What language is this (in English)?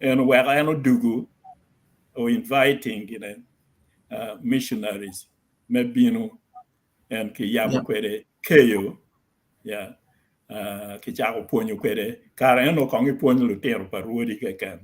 Acoli